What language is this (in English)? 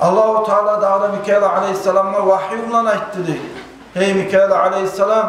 Kumyk